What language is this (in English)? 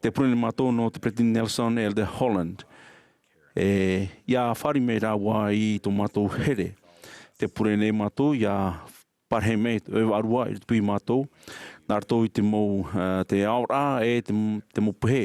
Tahitian